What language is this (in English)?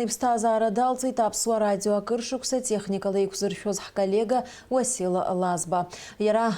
Abkhazian